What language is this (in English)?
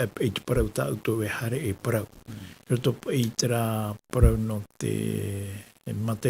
Tahitian